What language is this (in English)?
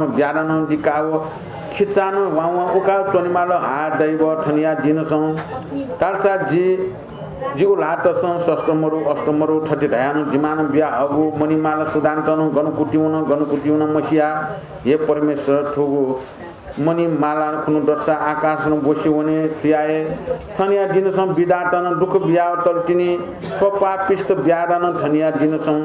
Newari